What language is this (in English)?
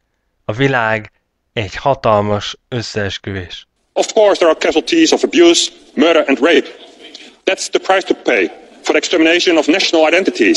Hungarian